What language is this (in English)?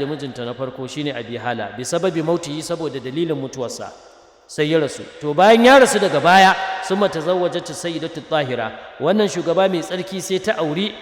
Hausa